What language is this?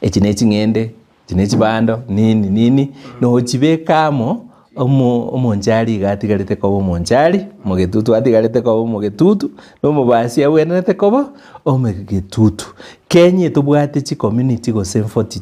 Gusii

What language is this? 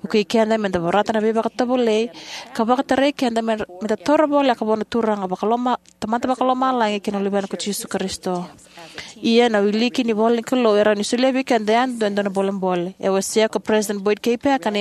Fijian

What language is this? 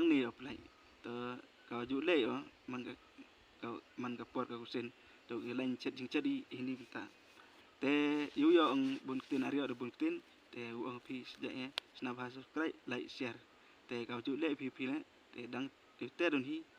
Khasi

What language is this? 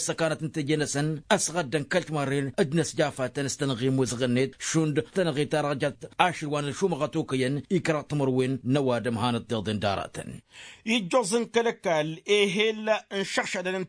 Tamasheq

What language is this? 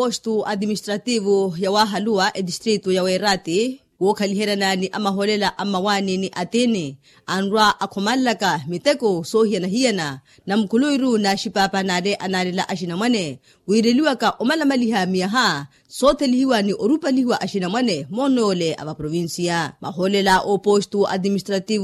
Makhuwa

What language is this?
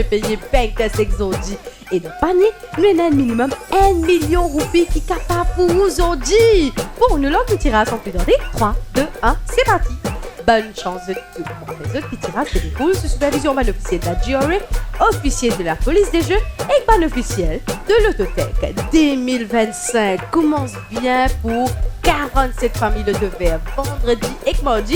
Morisyen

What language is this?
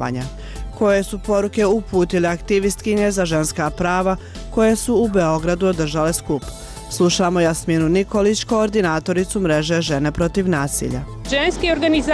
Serbian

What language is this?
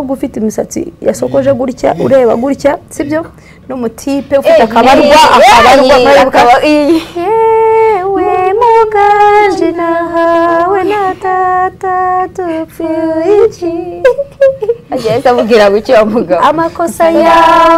Kinyarwanda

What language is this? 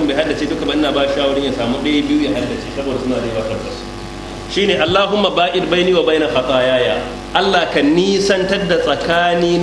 Hausa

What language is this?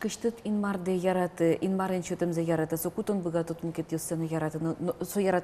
Udmurt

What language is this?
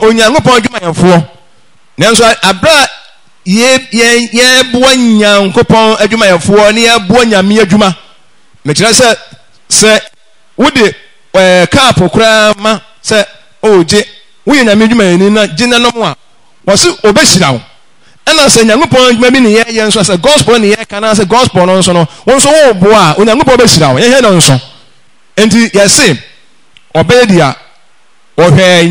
Akan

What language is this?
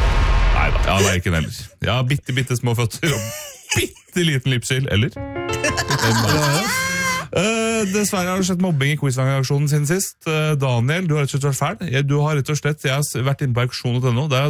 Norwegian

